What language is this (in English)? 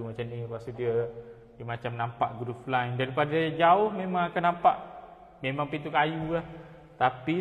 Malay